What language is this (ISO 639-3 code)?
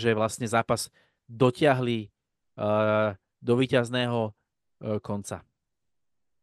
slk